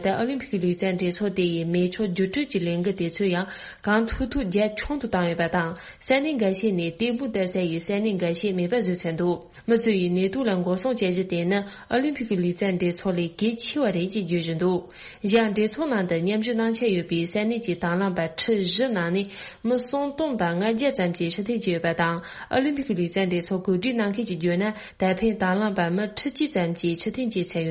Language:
Tibetan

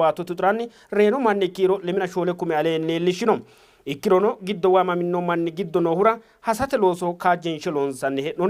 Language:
Sidamo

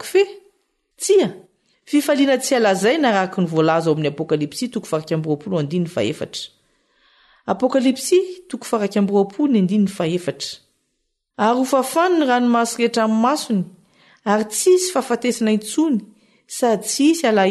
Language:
Malagasy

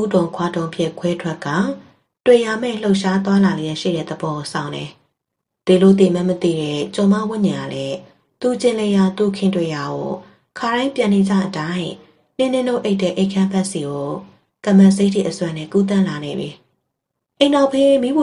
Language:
Burmese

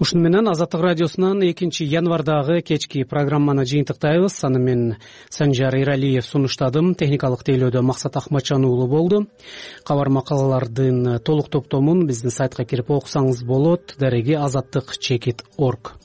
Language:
Kyrgyz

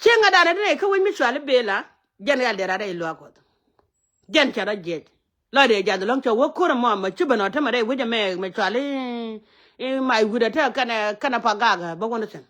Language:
Nuer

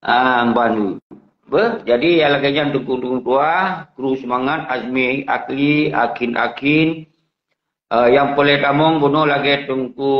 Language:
Achinese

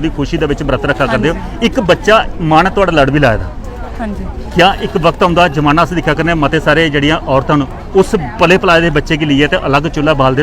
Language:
Dogri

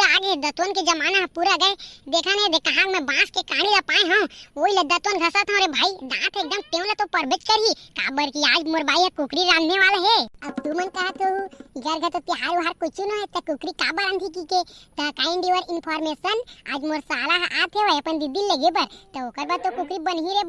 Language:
Chhattisgarhi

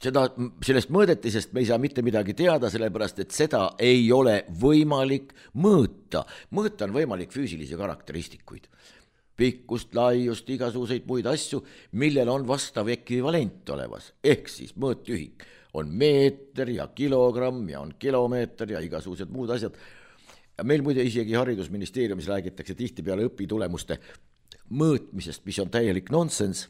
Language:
Estonian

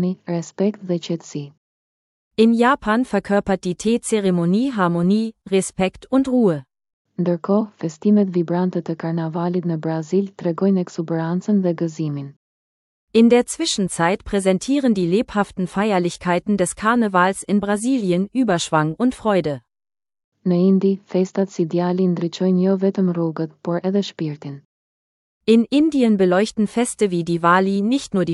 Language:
Albanian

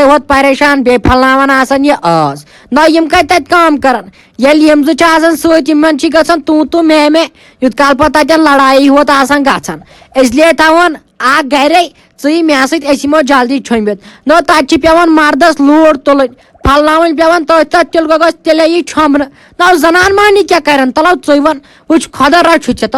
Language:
Kashmiri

